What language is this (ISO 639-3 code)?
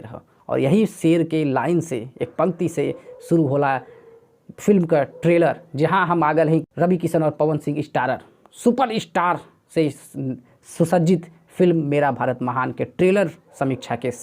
bho